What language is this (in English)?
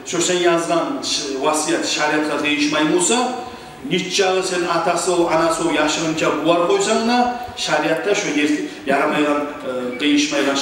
Kumyk